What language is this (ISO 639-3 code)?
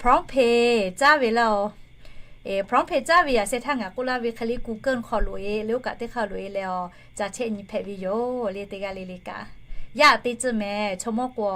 lhu